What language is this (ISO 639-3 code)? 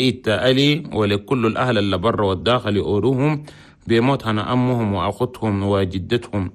shu